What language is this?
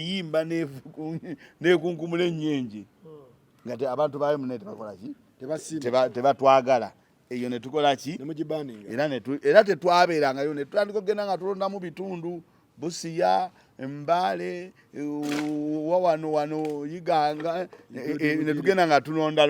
Ganda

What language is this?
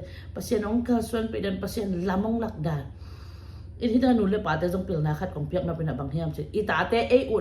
Tedim Chin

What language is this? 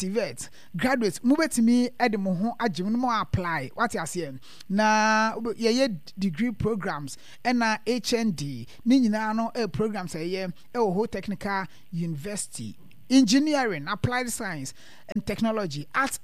Akan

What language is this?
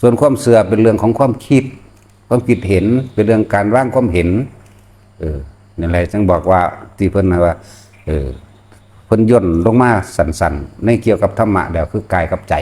Northeastern Thai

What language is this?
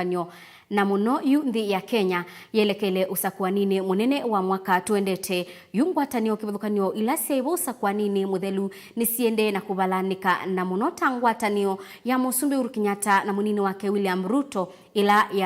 Kamba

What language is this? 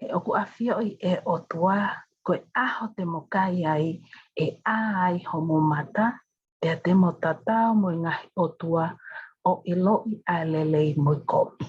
Tongan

